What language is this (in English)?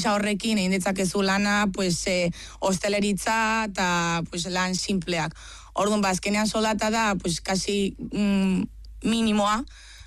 Basque